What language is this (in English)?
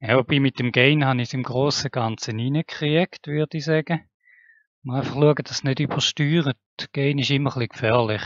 Swiss German